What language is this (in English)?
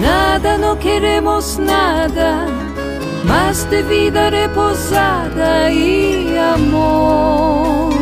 Ladino